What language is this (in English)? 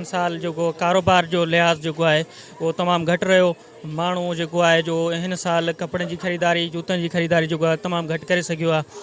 Sindhi